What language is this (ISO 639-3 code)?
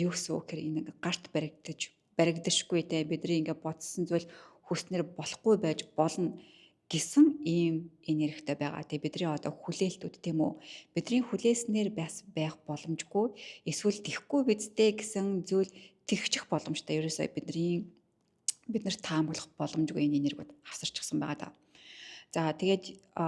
mon